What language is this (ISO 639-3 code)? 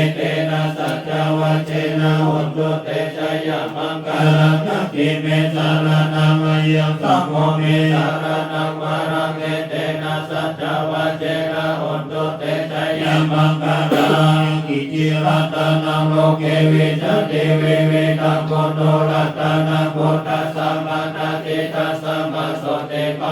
pli